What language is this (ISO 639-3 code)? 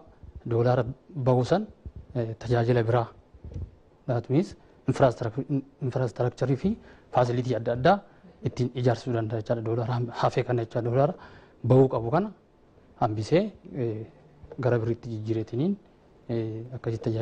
orm